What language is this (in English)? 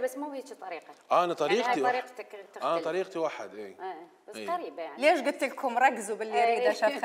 Mesopotamian Arabic